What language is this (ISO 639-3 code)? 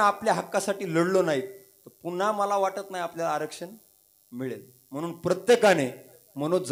mar